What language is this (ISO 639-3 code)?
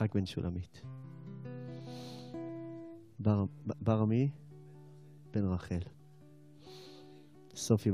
heb